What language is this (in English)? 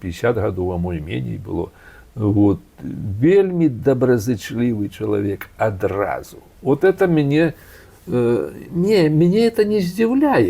Belarusian